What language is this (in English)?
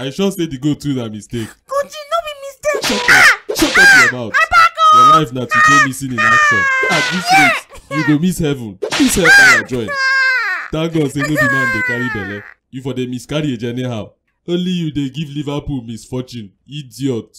Nigerian Pidgin